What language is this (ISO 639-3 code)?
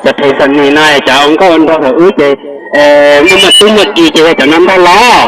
hmn